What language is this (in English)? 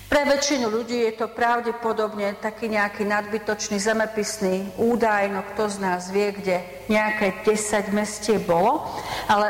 Slovak